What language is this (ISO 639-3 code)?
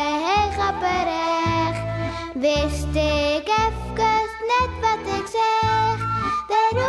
fry